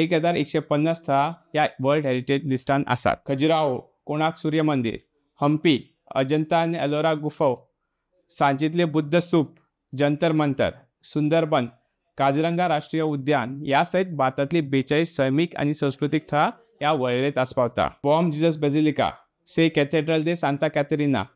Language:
Konkani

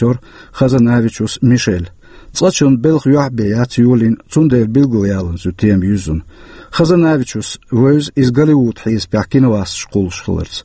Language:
Chechen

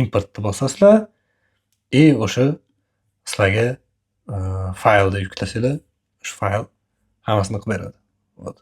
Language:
Uzbek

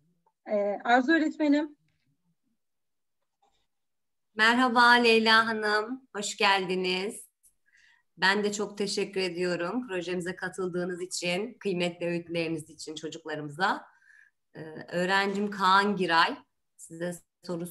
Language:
Turkish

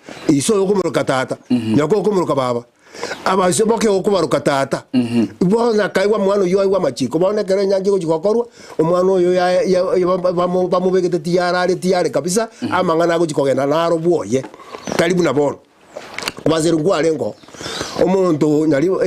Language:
Gusii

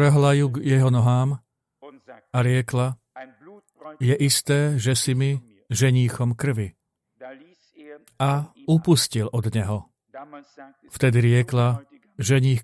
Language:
Slovak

